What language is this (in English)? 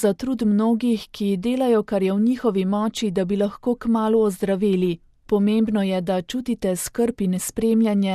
Slovenian